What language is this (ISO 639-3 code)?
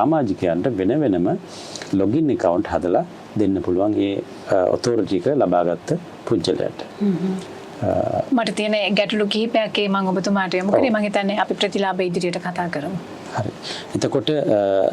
sin